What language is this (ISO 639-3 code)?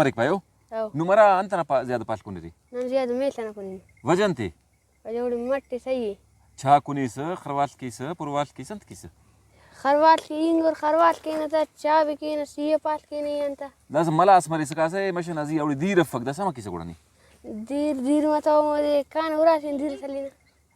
brh